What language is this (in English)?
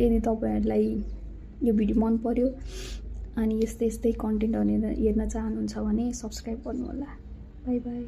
Nepali